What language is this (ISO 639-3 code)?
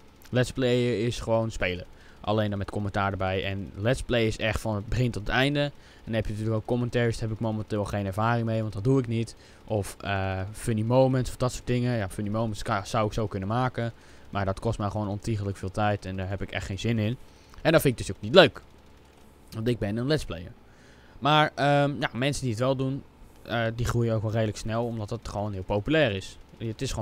nld